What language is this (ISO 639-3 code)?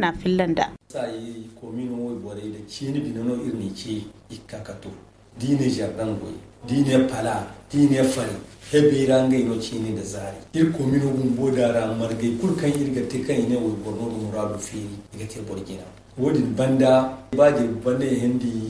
dje